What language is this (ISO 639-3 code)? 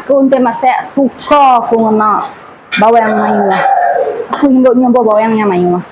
iba